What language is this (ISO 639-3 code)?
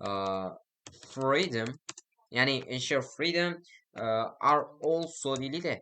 uzb